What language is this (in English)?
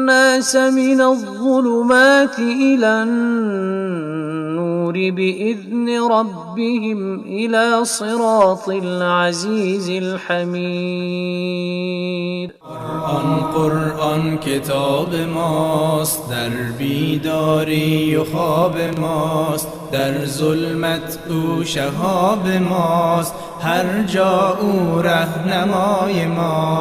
Persian